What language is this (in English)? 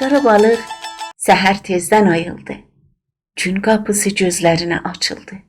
South Azerbaijani